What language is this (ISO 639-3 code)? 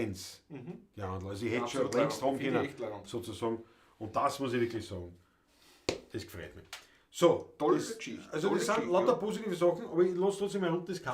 bar